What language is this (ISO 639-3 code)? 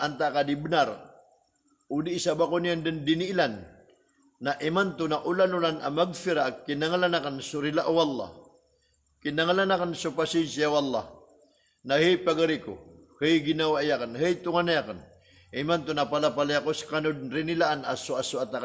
mrw